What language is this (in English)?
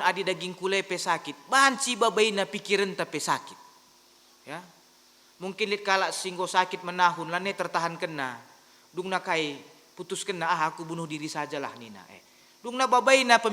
Batak Karo